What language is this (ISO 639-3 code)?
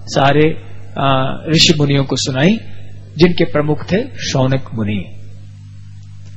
hin